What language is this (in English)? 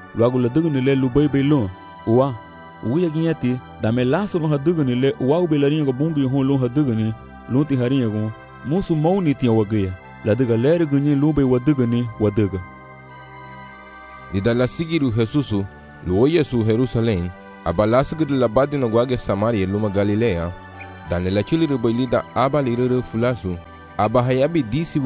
Garifuna